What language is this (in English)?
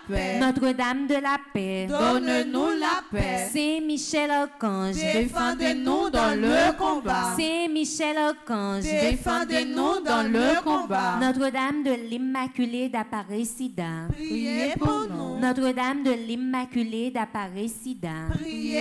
French